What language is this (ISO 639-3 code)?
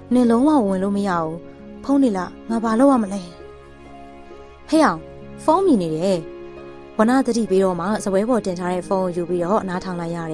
mya